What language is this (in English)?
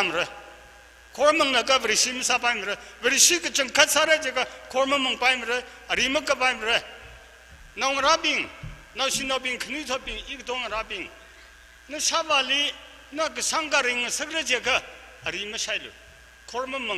Tangkhul Naga (India)